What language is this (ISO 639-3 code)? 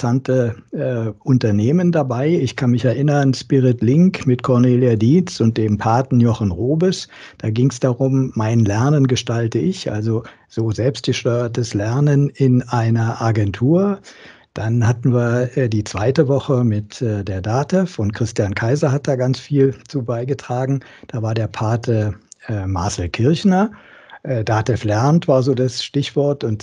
deu